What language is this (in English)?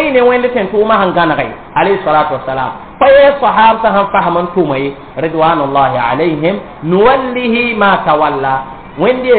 Mossi